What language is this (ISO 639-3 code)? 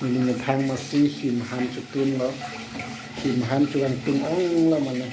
mjw